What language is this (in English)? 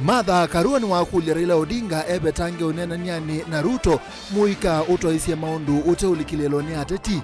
Kamba